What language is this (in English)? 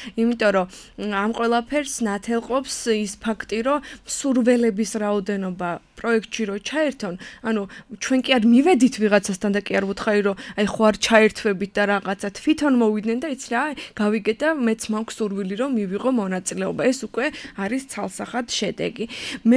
Georgian